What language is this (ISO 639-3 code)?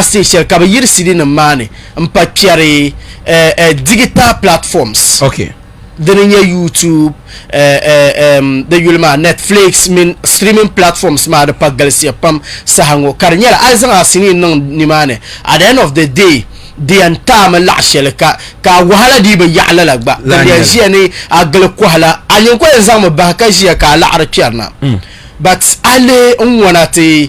dag